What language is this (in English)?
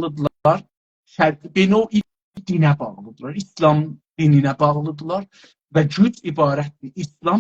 South Azerbaijani